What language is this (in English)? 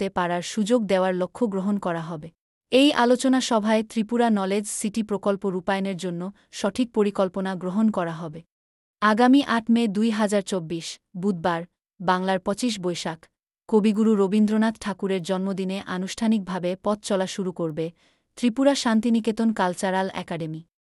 Bangla